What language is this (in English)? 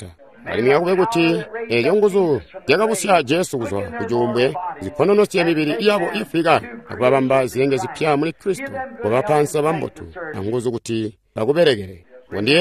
Tonga (Zambia)